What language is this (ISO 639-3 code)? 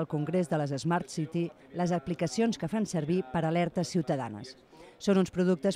cat